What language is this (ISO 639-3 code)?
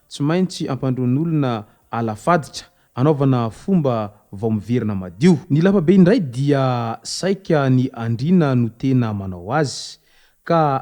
mlg